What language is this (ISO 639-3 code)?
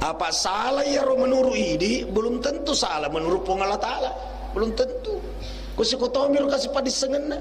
bug